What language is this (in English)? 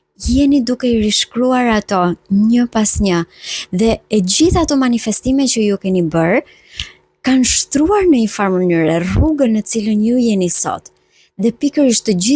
Albanian